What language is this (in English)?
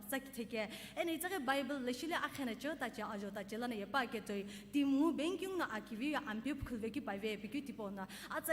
Sumi Naga